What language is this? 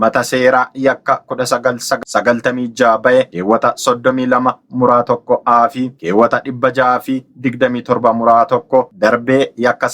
Oromo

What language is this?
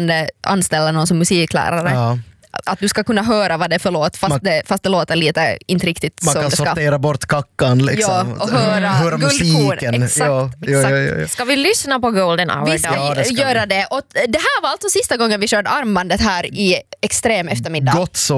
Swedish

